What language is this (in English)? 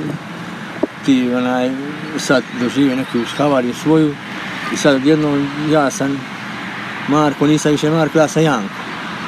Croatian